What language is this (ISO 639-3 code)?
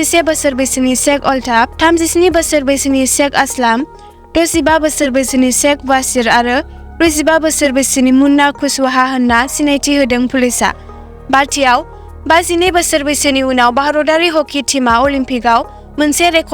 brx